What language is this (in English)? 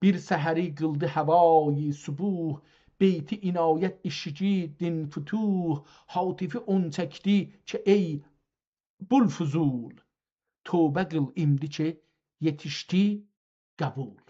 South Azerbaijani